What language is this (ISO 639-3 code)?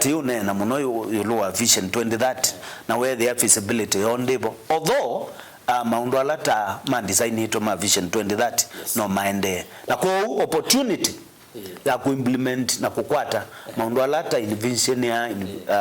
kam